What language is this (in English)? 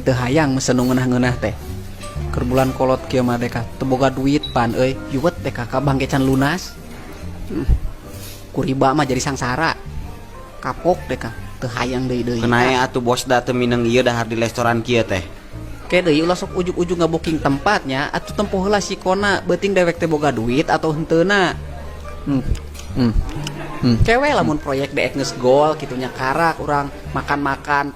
Sundanese